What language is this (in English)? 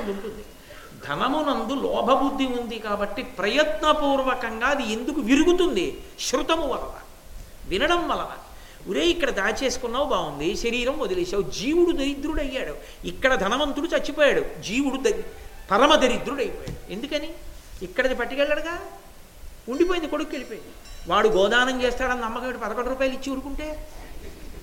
Telugu